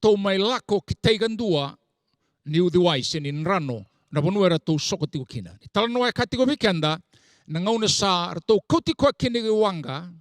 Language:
Fijian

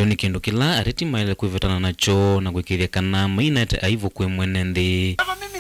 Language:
Kamba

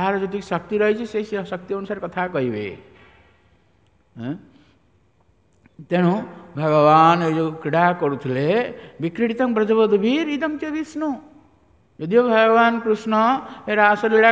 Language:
Odia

